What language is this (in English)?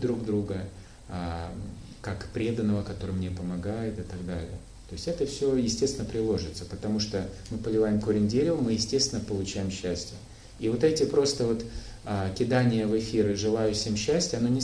Russian